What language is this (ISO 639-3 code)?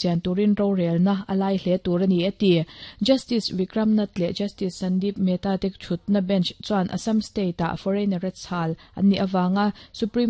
lus